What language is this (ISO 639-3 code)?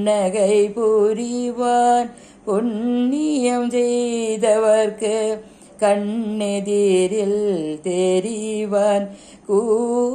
tam